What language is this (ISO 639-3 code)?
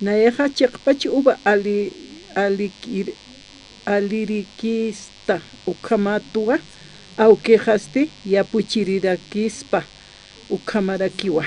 aym